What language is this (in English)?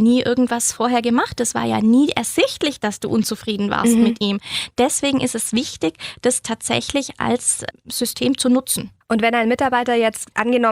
German